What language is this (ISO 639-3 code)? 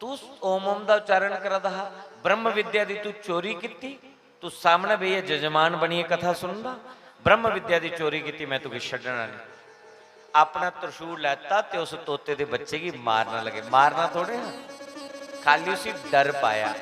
doi